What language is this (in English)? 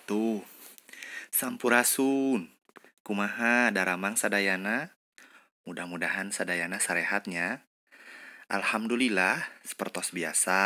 Sundanese